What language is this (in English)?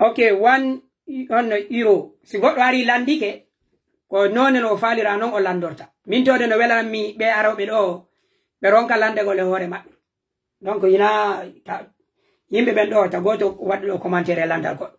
Pular